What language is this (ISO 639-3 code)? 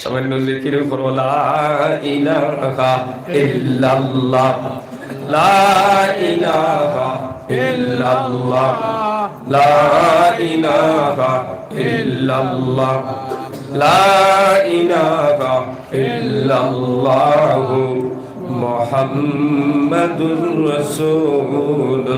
syl